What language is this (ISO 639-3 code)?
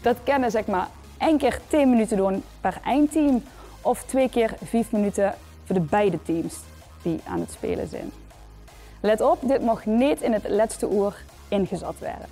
lim